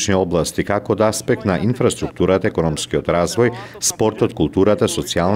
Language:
Macedonian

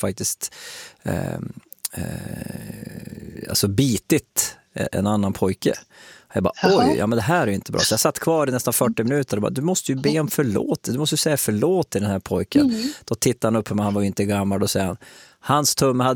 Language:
Swedish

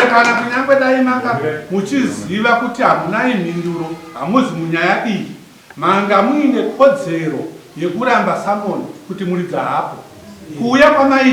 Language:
Shona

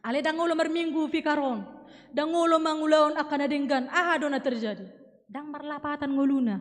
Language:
Batak Toba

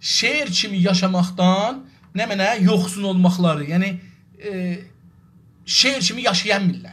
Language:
South Azerbaijani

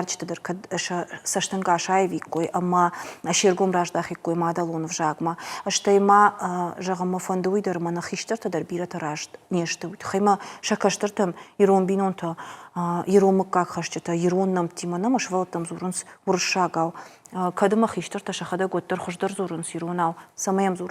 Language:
Ossetic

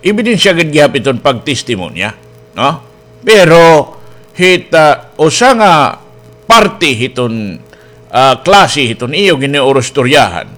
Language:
Waray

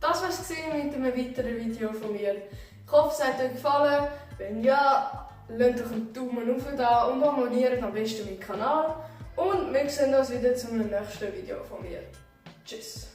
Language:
Swiss German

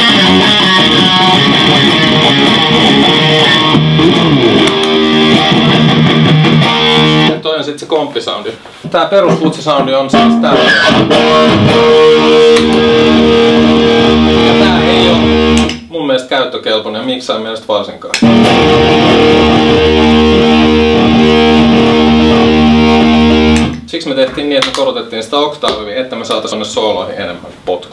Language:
Finnish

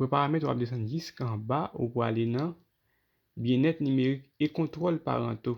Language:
Haitian Creole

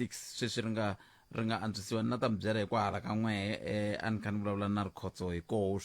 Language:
Tsonga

